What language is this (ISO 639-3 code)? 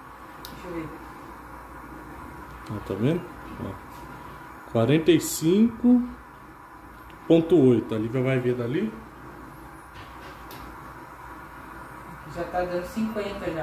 por